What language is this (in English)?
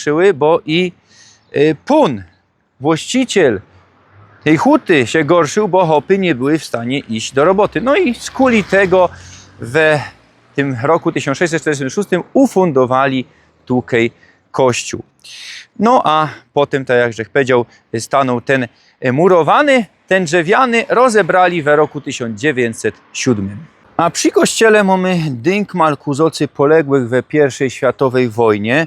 Silesian